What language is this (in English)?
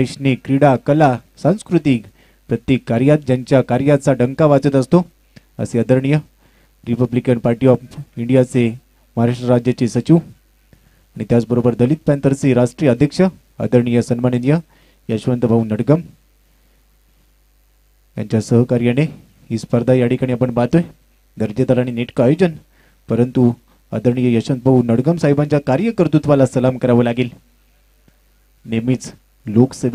Marathi